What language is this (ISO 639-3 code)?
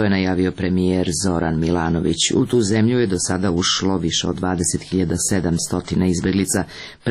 srp